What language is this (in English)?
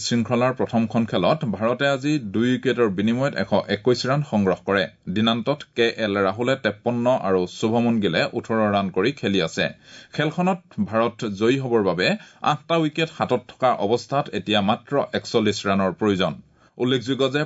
Assamese